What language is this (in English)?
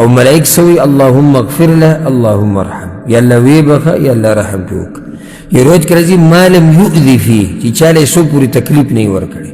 Pashto